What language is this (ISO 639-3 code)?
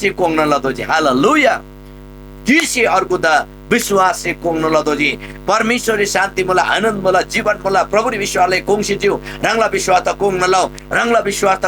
taj